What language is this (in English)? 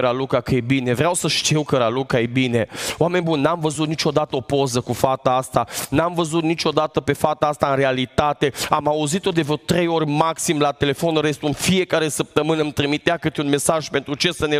Romanian